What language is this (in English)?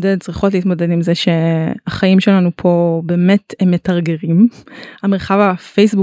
Hebrew